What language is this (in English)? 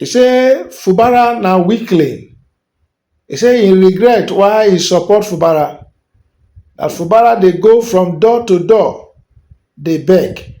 Nigerian Pidgin